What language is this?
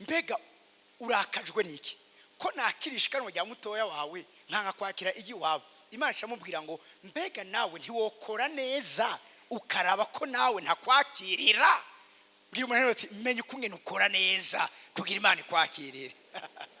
Rundi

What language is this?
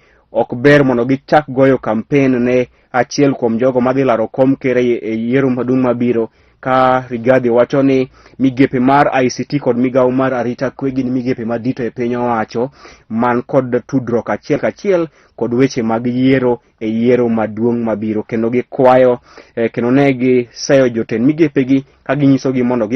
Luo (Kenya and Tanzania)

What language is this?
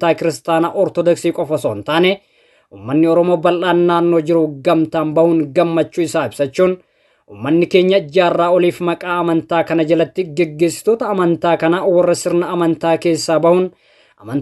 Oromo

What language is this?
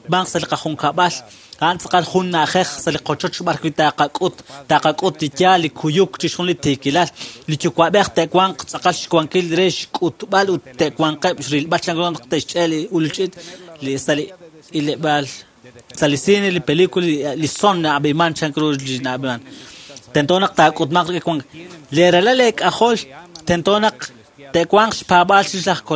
Kekchí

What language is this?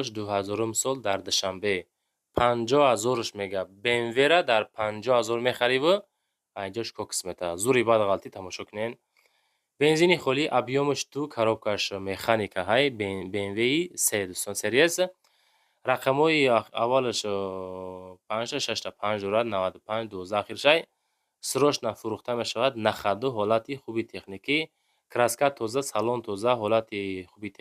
Tajik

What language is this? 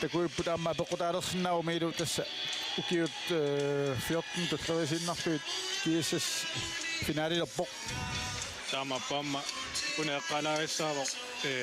Kalaallisut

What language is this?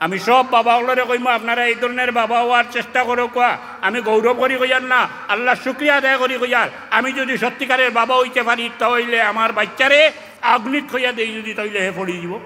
Sylheti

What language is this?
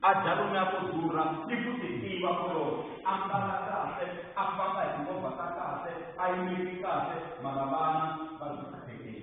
Tsonga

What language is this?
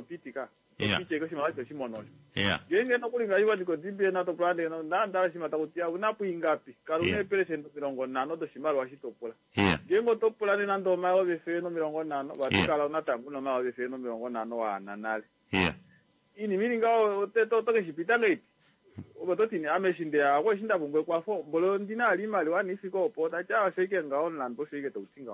Kuanyama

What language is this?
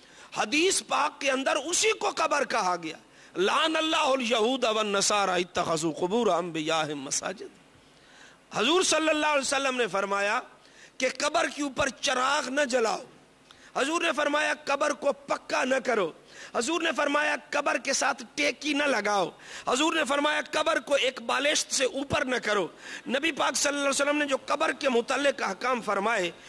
Urdu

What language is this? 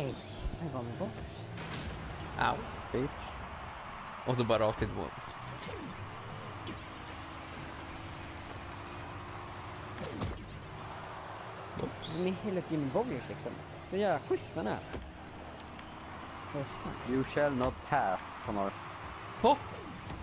Swedish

